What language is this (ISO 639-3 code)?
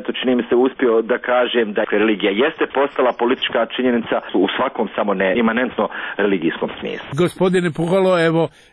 bos